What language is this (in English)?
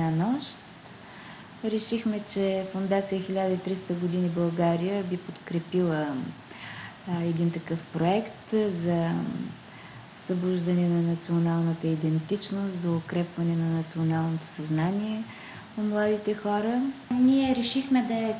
Bulgarian